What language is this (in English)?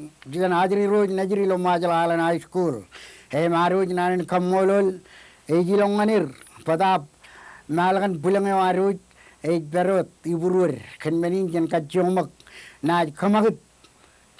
Marshallese